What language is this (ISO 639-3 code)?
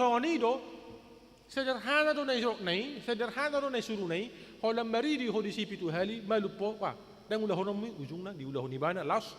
bbc